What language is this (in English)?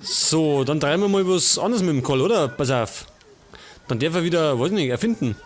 Bavarian